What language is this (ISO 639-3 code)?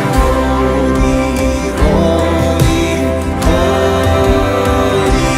bth